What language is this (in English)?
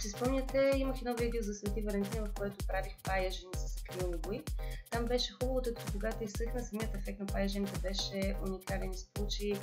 Bulgarian